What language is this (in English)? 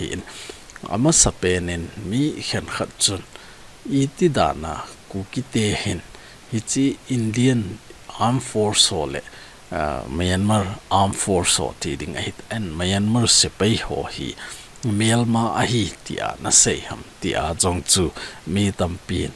Thado Chin